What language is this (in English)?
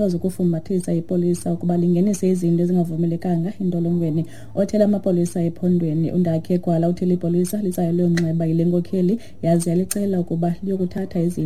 Xhosa